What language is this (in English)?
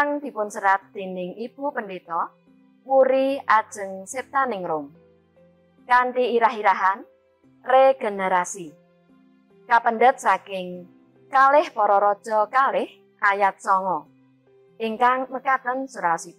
Javanese